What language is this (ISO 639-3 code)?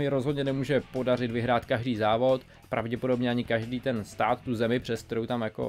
ces